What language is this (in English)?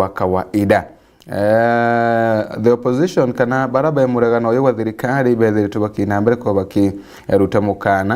Meru